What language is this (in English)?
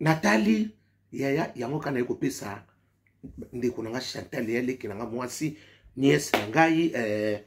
Lingala